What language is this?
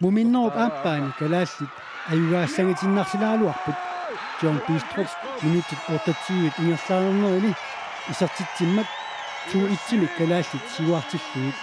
Kalaallisut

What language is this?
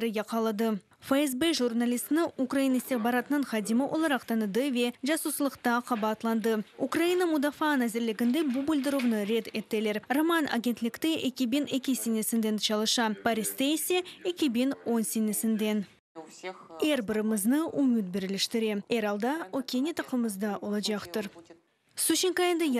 Crimean Tatar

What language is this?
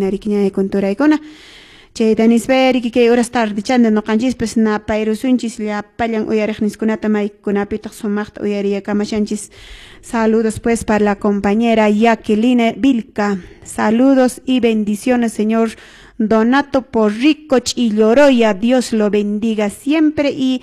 Quechua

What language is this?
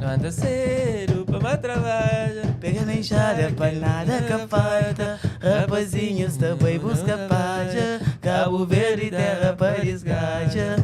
Kabuverdianu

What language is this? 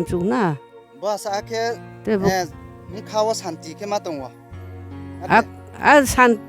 Riang (India)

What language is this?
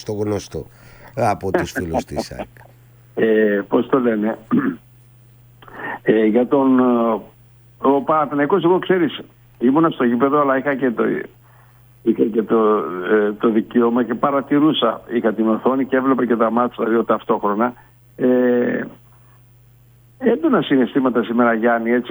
Greek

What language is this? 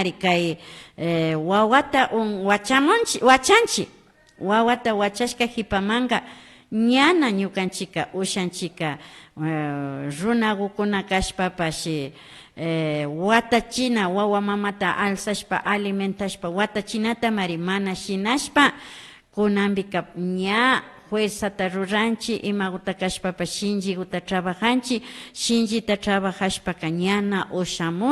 Imbabura Highland Quichua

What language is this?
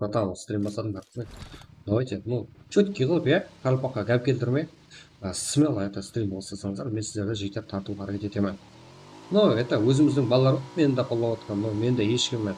Kara-Kalpak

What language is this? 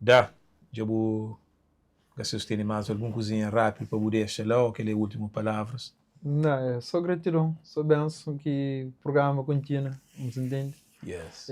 Kabuverdianu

